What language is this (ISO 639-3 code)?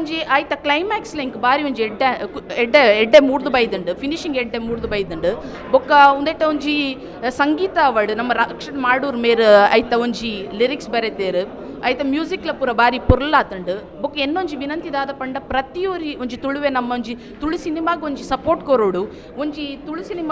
tcy